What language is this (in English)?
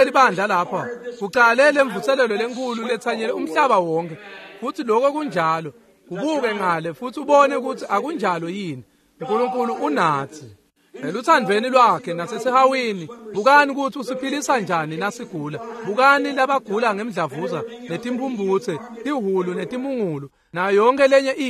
Swati